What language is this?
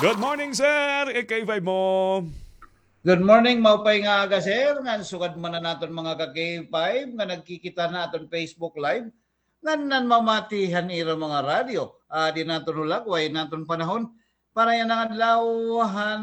Waray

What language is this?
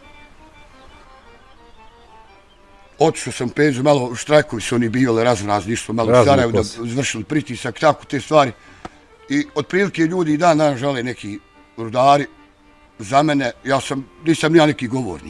Bosnian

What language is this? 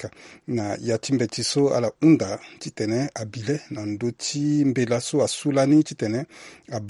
Sango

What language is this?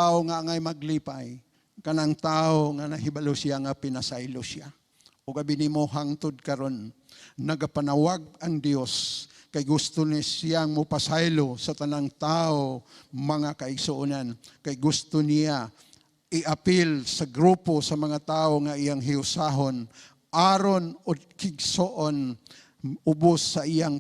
Cebuano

